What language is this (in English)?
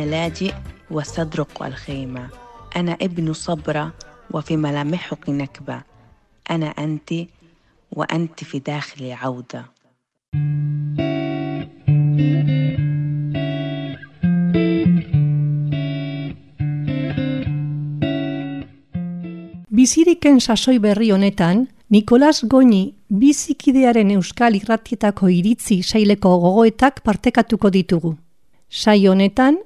Basque